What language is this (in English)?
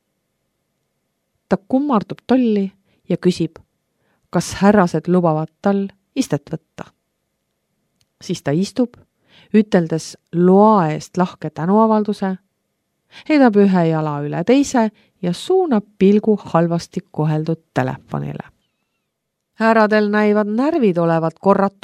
Estonian